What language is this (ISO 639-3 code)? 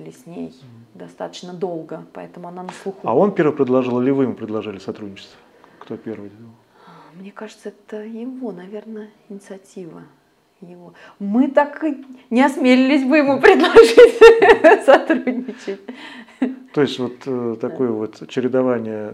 rus